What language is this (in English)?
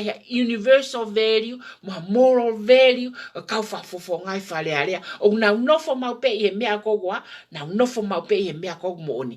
Tongan